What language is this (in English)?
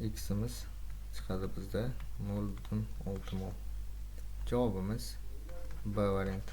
Uzbek